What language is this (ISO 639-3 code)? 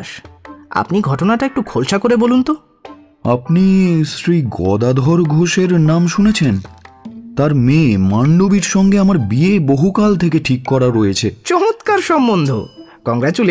ben